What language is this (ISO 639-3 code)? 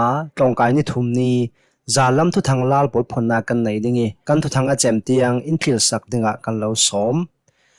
cnh